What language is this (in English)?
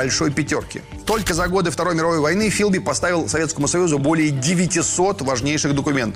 Russian